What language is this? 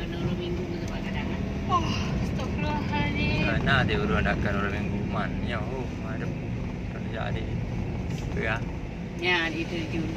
Achinese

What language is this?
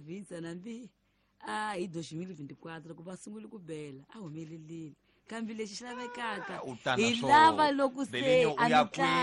Tsonga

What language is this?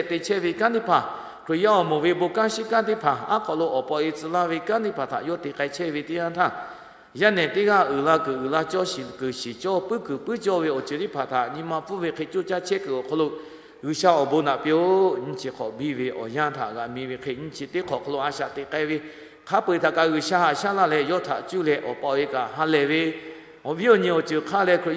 Lahu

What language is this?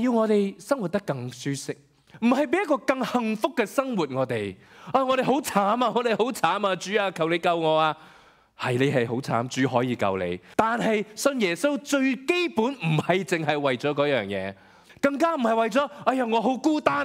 Cantonese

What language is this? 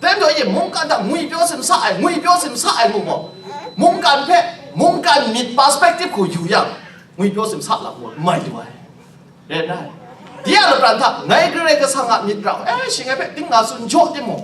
Kachin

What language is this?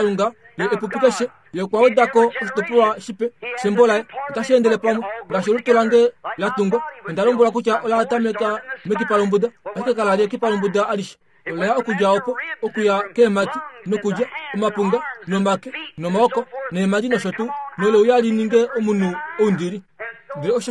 Kuanyama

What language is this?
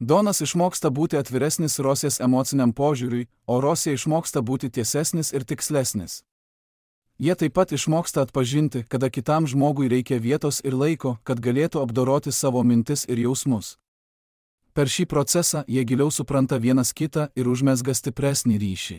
Lithuanian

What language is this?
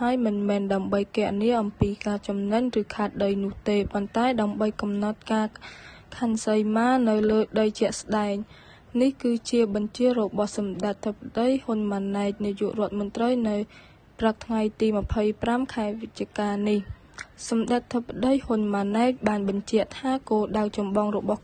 Khmer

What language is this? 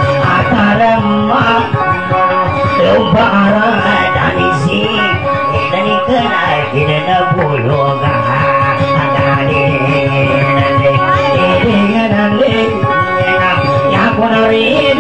Indonesian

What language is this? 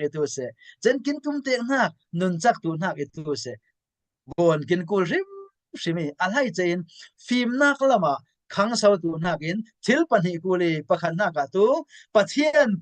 Falam Chin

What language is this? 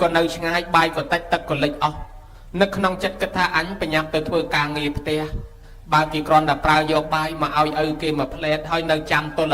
Khmer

